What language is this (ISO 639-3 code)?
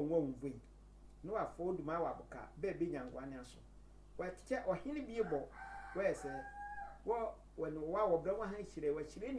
sfw